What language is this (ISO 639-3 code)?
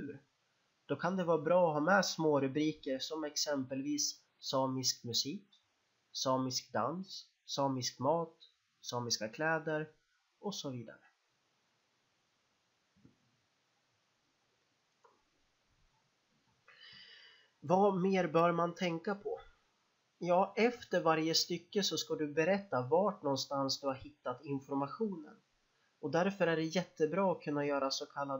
swe